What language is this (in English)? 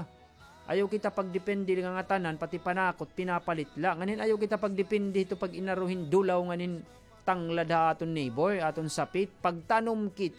Waray